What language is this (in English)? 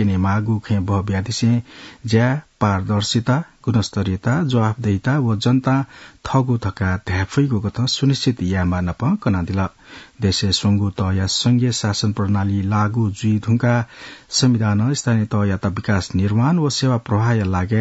Newari